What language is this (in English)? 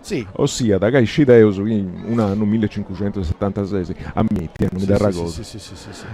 Sardinian